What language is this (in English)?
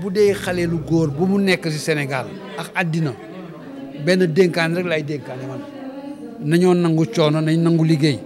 Wolof